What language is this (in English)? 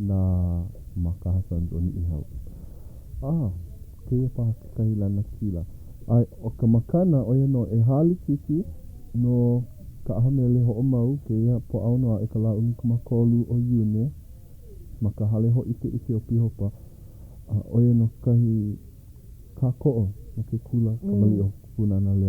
Hawaiian